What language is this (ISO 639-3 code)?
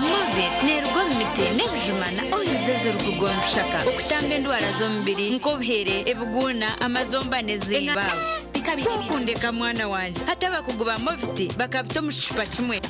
nyn